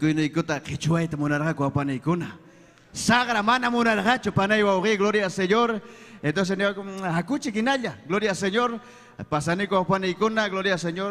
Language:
Ayacucho Quechua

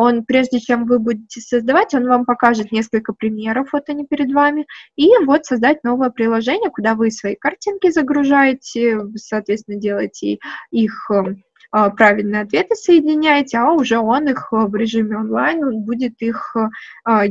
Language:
Russian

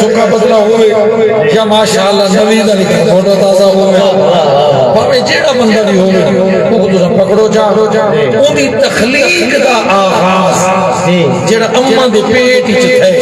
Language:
Saraiki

